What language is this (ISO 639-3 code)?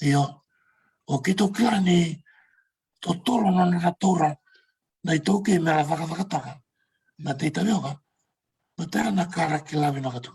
fij